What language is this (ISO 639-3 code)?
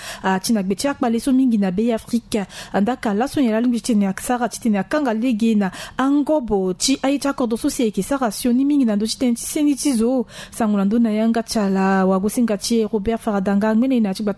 sag